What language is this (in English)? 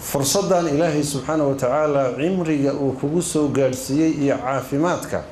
Somali